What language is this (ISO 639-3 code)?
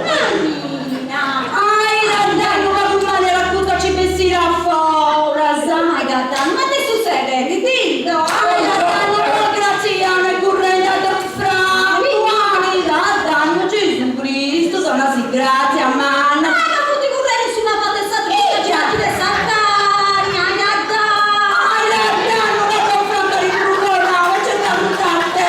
srd